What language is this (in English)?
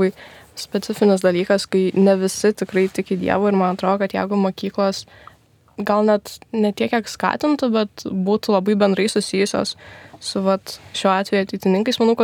Lithuanian